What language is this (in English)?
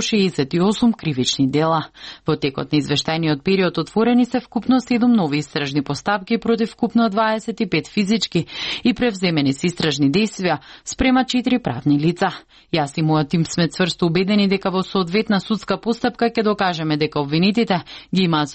Macedonian